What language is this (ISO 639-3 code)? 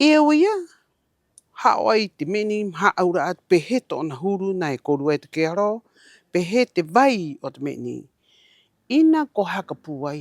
rap